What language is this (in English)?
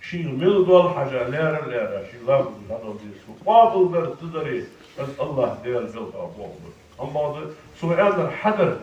Ingush